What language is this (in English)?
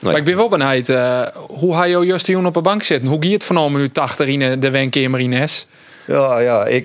Western Frisian